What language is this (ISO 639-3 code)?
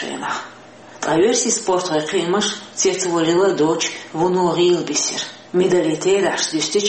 che